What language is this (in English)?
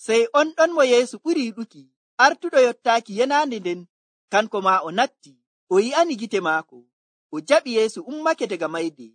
Nigerian Fulfulde